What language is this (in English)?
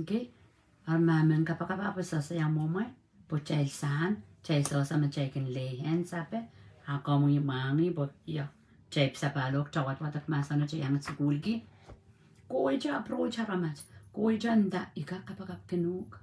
Pohnpeian